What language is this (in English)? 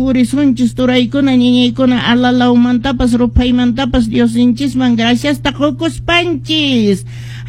Quechua